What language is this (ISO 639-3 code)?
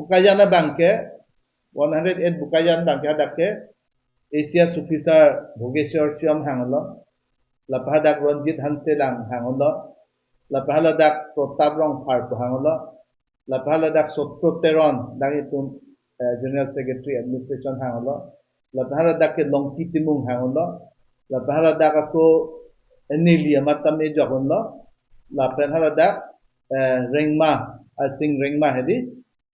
mjw